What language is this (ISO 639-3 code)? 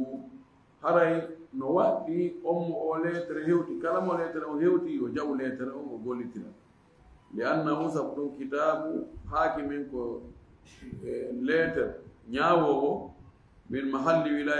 ful